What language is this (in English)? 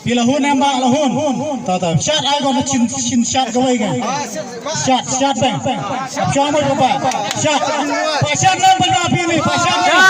Khasi